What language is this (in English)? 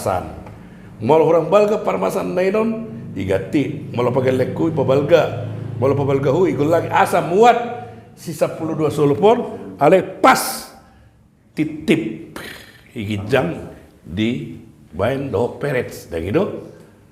Batak Toba